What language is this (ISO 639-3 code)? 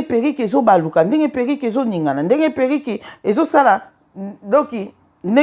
lin